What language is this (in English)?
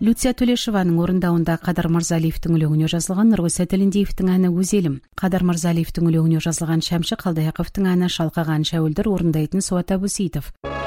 Kazakh